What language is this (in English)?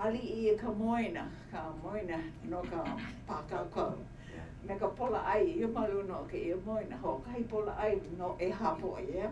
Hawaiian